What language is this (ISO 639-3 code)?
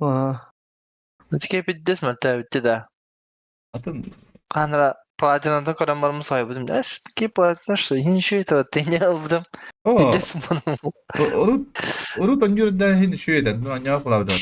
sah